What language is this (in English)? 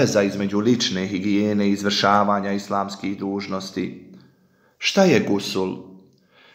Bosnian